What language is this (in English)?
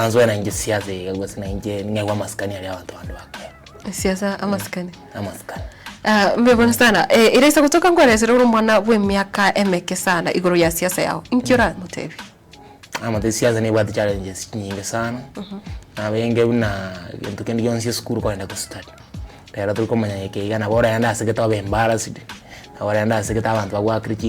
Gusii